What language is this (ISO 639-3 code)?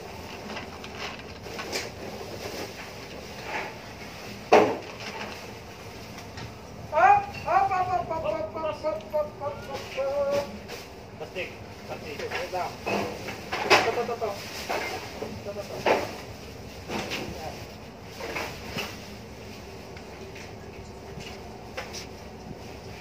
fil